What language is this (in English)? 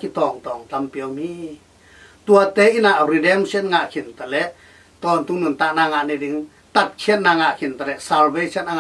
Tedim Chin